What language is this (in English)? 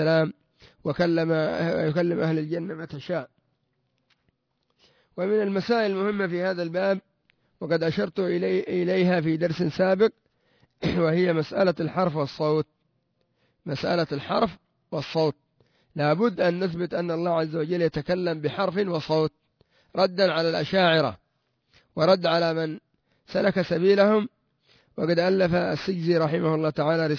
Arabic